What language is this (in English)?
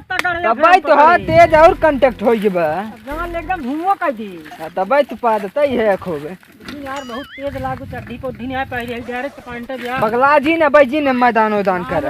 Awadhi